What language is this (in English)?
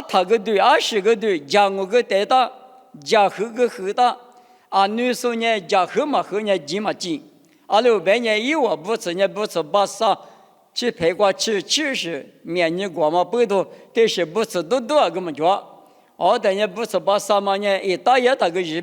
Lisu